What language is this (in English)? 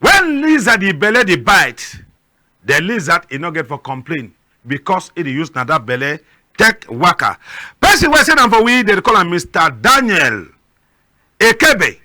Cameroon Pidgin